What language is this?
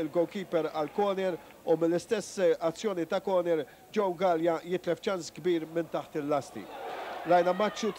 Maltese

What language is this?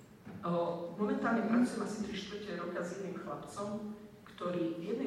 Slovak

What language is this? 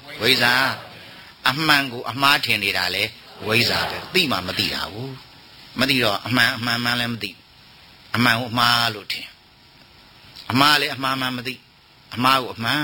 Burmese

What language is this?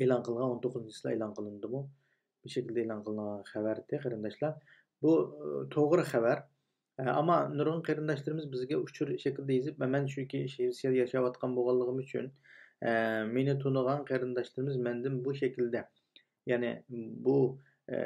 Uyghur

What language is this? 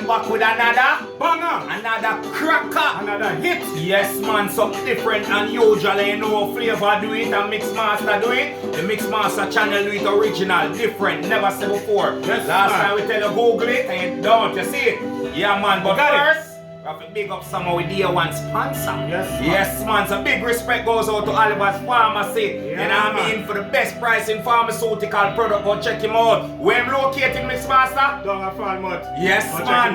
Jamaican Creole English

